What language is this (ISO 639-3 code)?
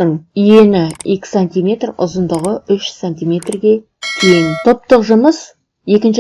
kaz